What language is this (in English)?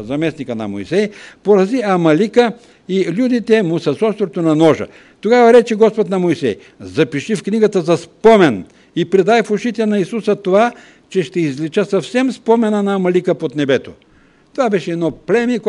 Bulgarian